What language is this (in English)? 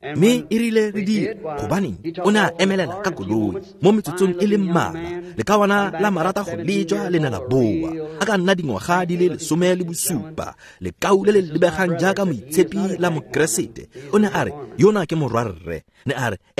Tswana